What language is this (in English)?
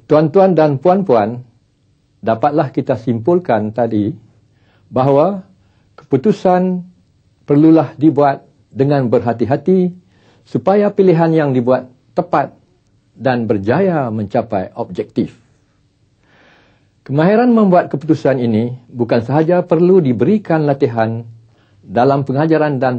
Malay